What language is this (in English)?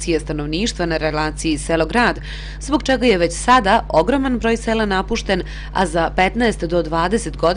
Serbian